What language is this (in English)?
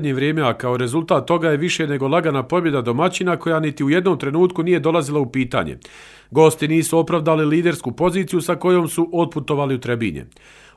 Bosnian